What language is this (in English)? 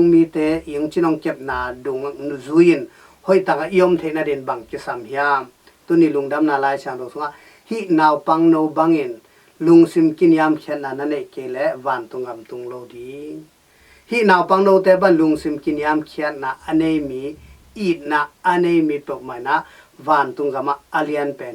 Tedim Chin